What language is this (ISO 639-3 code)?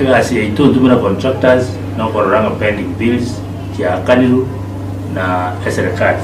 guz